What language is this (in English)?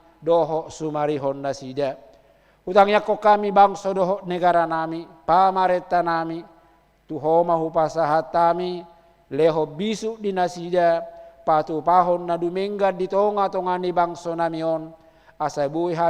Batak Toba